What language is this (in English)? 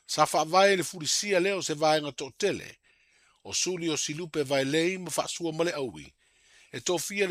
Samoan